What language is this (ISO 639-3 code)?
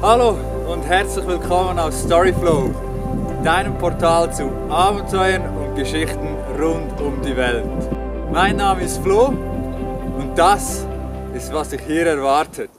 gsw